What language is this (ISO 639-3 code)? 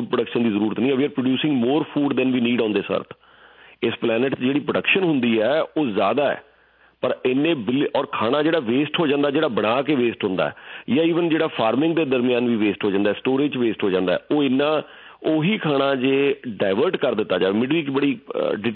pan